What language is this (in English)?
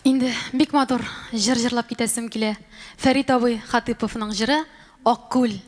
Tatar